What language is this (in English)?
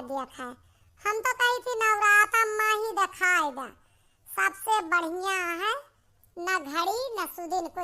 Awadhi